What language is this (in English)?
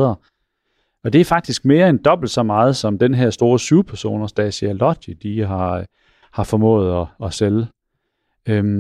Danish